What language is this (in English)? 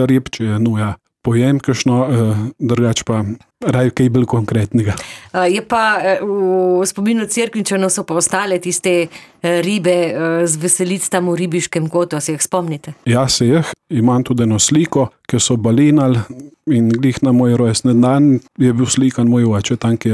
Slovenian